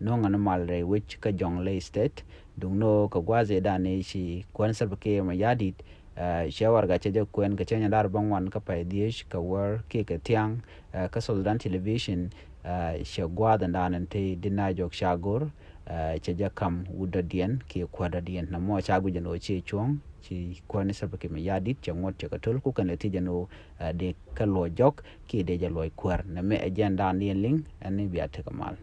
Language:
Nuer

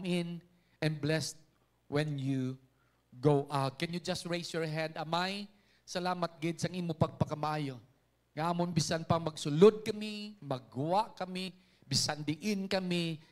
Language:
Hiligaynon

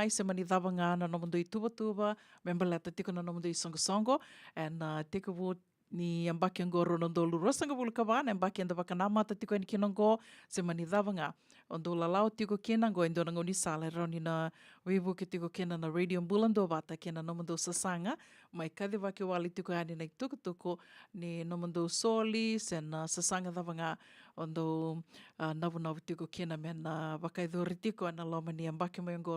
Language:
Fijian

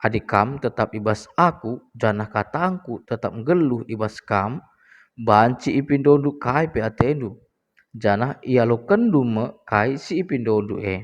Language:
Batak Karo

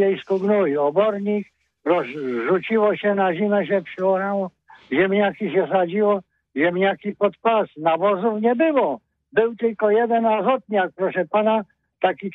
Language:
Polish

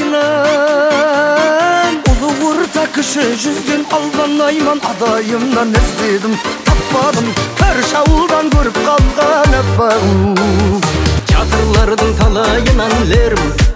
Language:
Kazakh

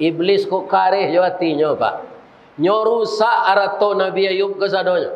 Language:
Minangkabau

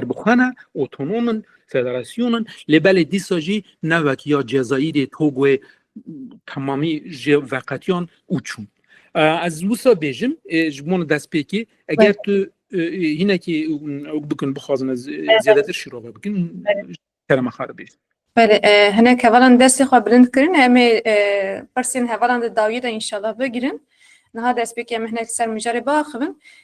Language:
Kurdish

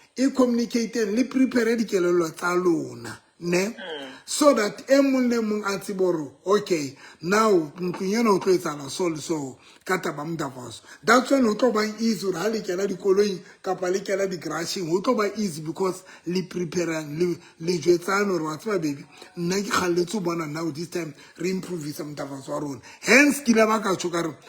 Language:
Southern Sotho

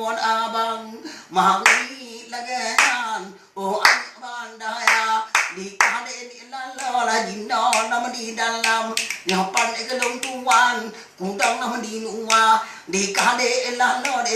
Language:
Achinese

